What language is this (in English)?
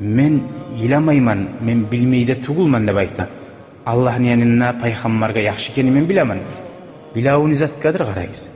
Kumyk